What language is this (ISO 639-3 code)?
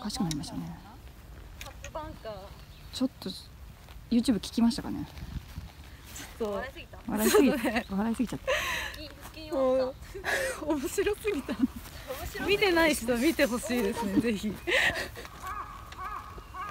jpn